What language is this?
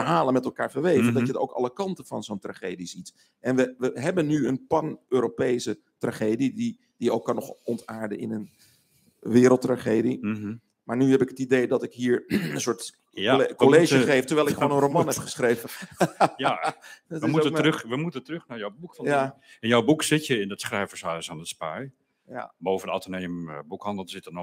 Dutch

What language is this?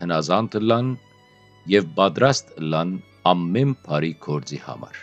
Western Armenian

